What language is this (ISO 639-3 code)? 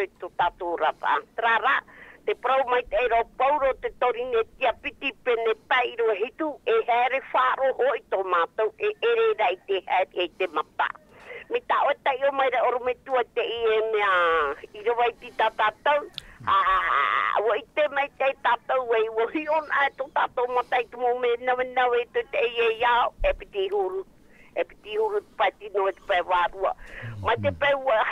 tah